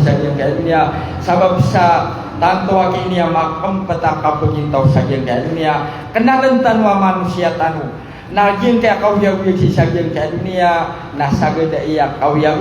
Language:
Maranao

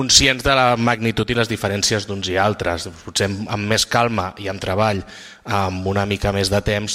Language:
Catalan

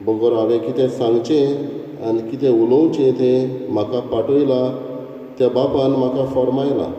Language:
Konkani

